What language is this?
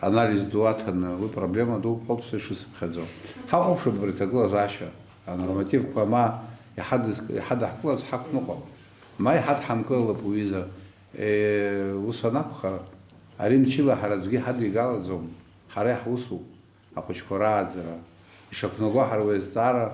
Abkhazian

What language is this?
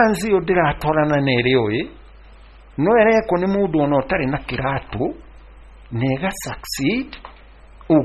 Kikuyu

